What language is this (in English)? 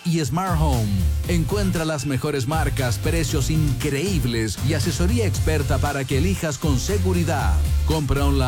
Spanish